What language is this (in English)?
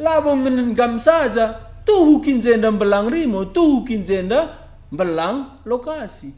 Batak Karo